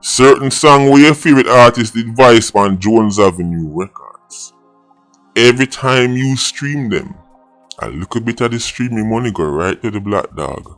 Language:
Jamaican Creole English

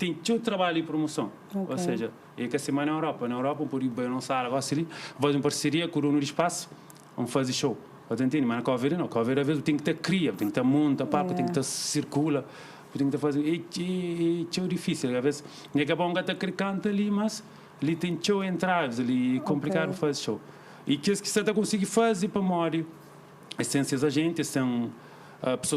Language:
Kabuverdianu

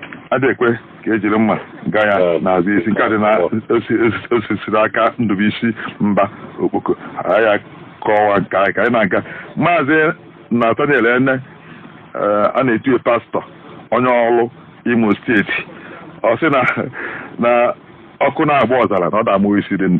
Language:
Igbo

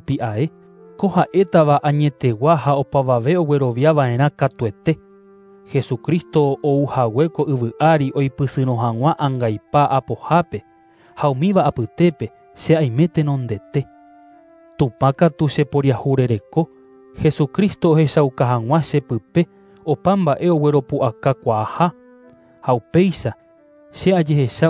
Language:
Guarani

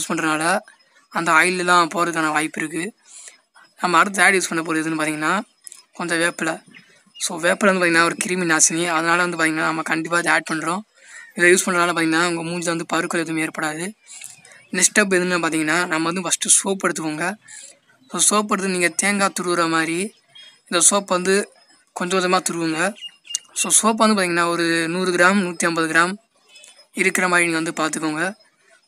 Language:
Tamil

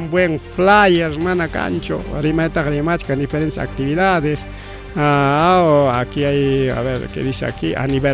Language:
Ayacucho Quechua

